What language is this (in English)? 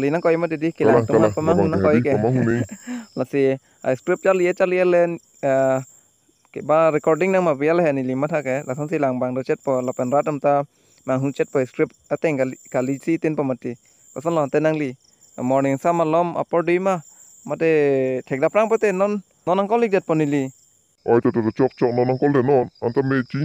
Karbi